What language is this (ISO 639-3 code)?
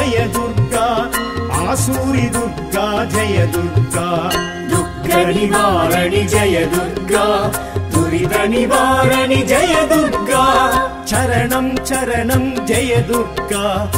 tam